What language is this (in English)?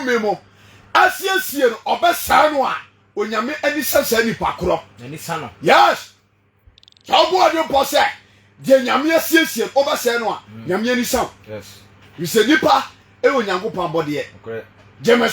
Akan